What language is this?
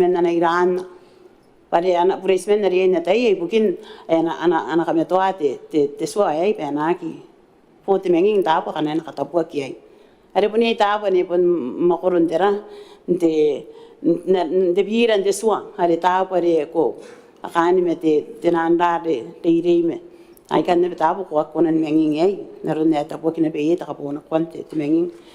Gilbertese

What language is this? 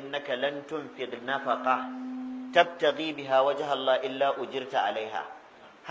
Hausa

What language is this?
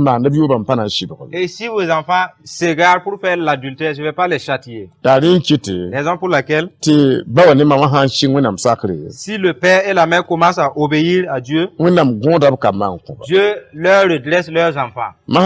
Mossi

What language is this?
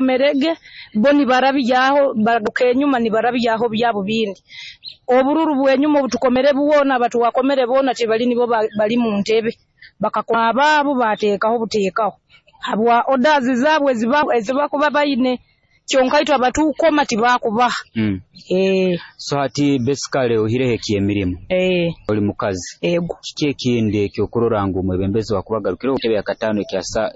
Nyoro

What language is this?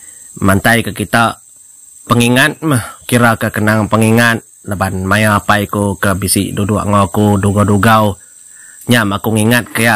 Iban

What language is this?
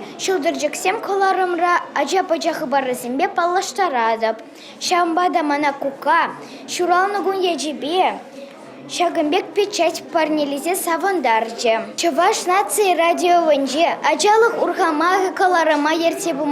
Chuvash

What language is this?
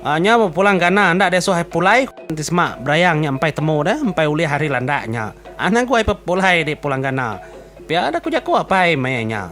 Iban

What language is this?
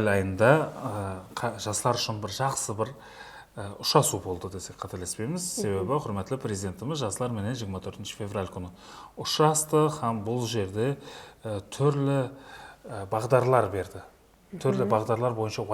Kara-Kalpak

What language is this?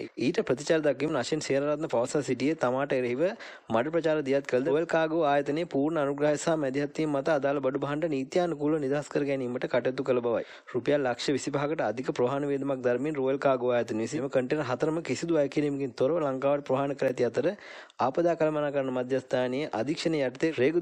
Sinhala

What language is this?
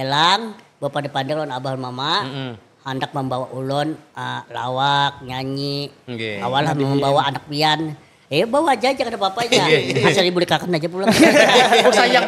Banjar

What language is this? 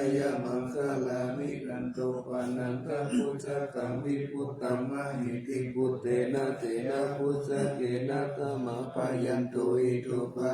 Pali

